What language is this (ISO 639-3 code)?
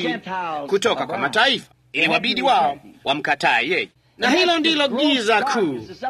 swa